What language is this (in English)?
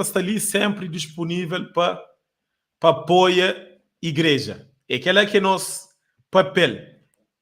Kabuverdianu